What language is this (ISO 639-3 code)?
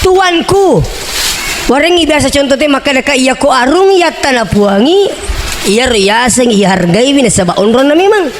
bug